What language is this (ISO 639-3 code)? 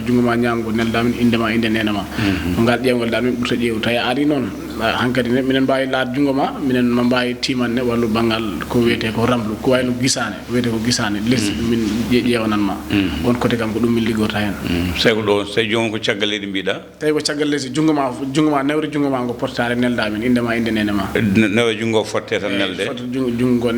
ful